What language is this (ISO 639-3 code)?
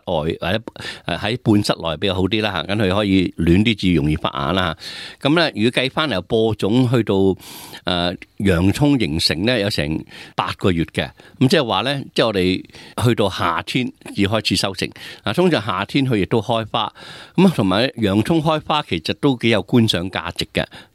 yue